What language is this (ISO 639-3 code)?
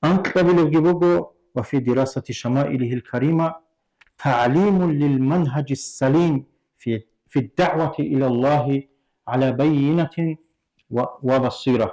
ava